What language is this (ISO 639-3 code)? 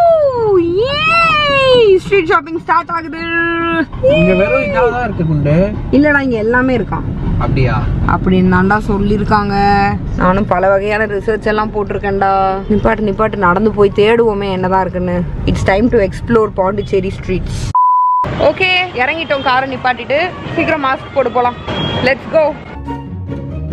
tam